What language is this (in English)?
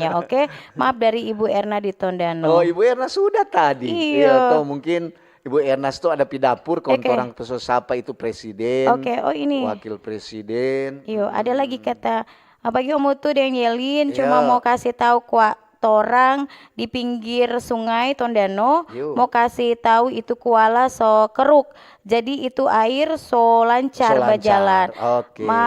Manado Malay